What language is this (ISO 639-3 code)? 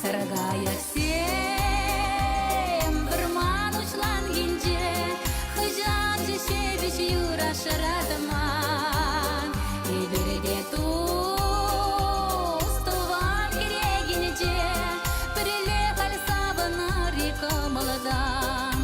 chv